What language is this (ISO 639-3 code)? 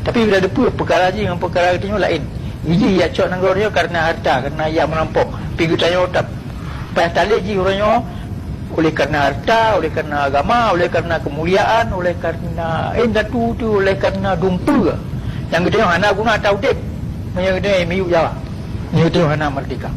ace